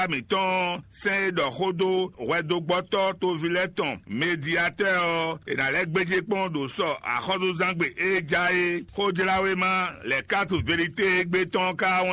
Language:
Fon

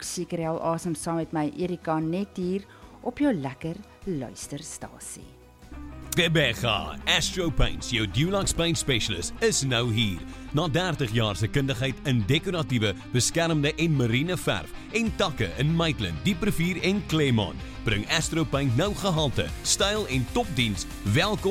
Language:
Afrikaans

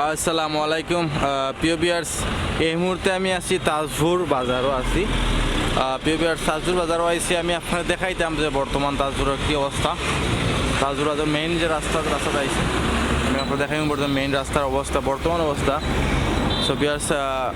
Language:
Sylheti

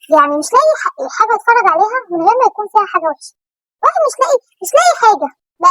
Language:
Egyptian Arabic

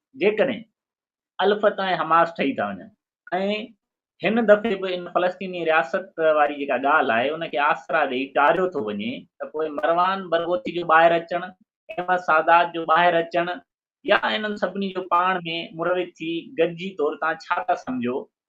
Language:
Sindhi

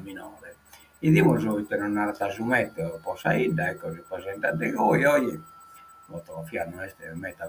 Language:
Sardinian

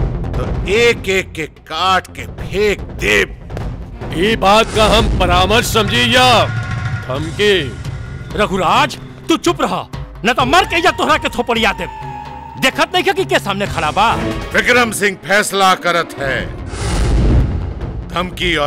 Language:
Bhojpuri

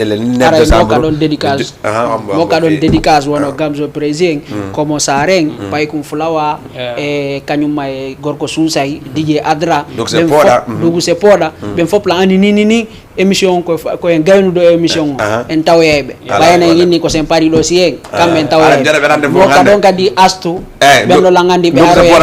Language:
Fula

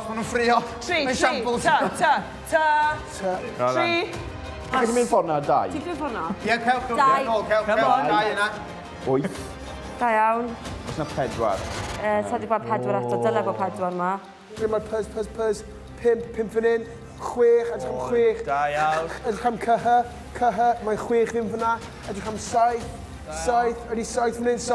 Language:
Welsh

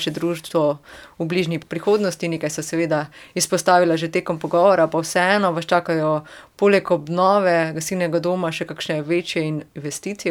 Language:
Slovenian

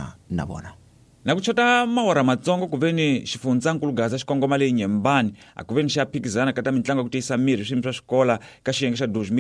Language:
Tsonga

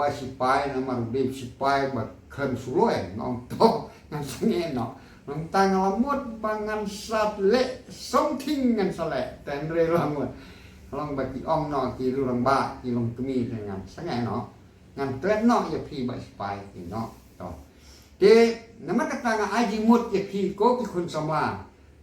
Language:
Khasi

